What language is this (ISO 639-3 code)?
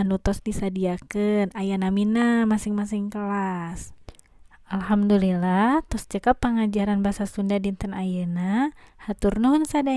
sun